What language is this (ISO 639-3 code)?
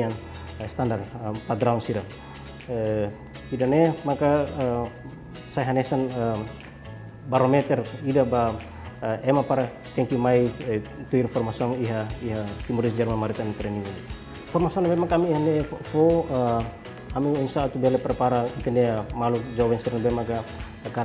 tet